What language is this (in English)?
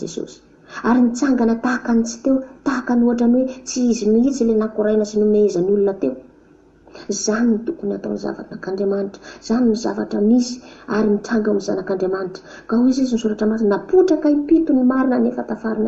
Malagasy